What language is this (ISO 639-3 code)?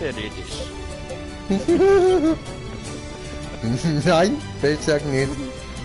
gsw